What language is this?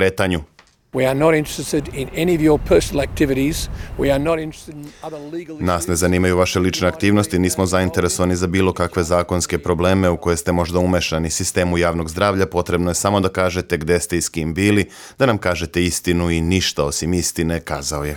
Serbian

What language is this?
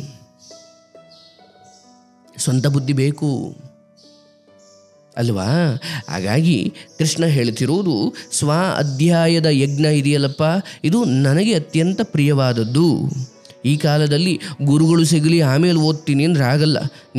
Kannada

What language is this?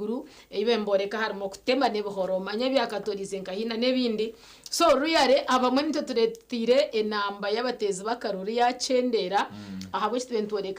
Nyankole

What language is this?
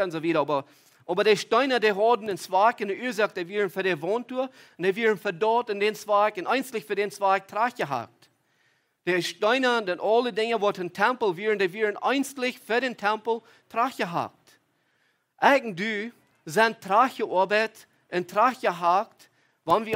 Plautdietsch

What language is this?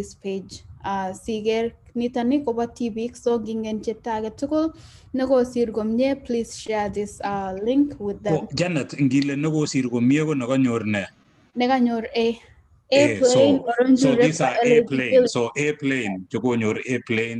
Kalenjin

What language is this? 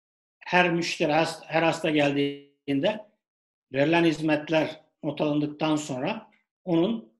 Turkish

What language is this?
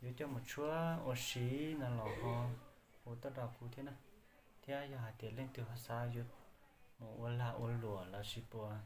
Hmong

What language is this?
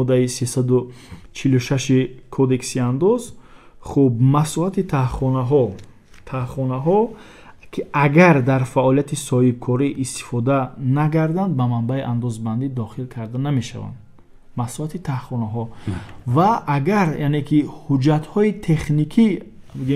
Tajik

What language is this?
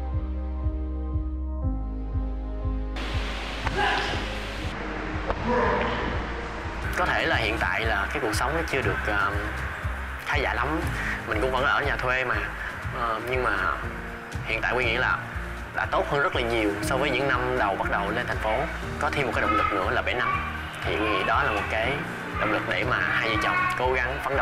Vietnamese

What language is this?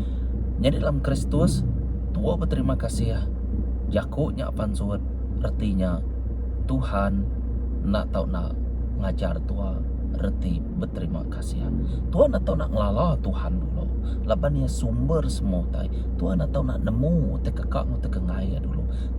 Iban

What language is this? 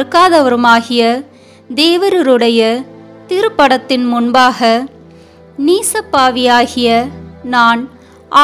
Tamil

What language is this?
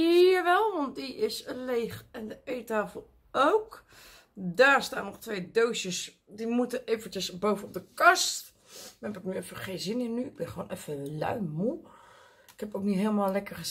Dutch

